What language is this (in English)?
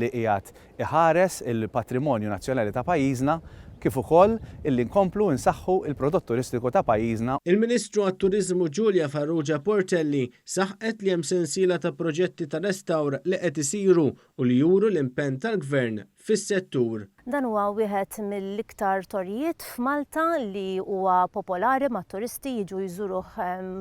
Maltese